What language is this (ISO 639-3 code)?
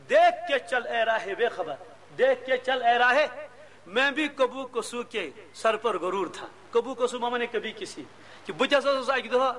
kas